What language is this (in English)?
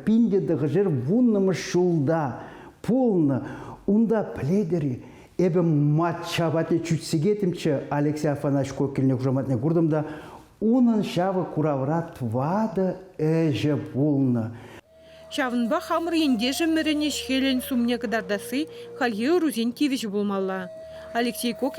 Chuvash